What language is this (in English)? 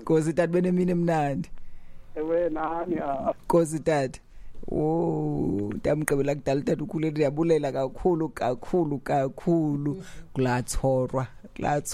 Xhosa